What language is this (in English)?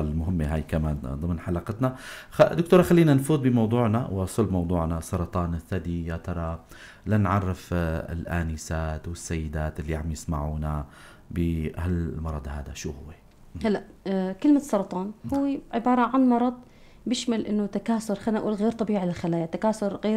North Levantine Arabic